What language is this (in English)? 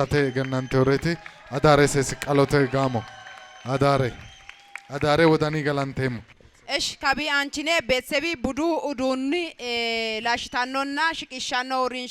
Sidamo